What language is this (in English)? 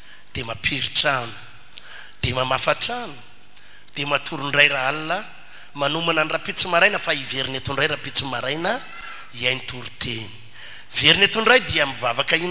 Malagasy